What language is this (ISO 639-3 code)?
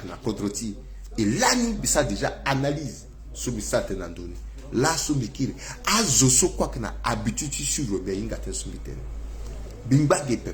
sag